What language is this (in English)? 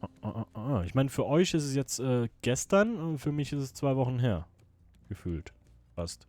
Swiss German